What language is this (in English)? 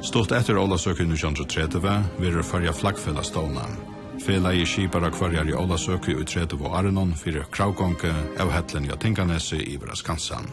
Faroese